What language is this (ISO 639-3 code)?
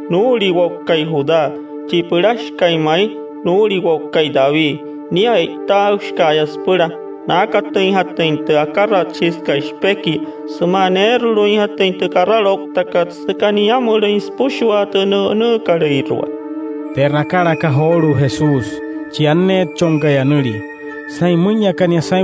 guc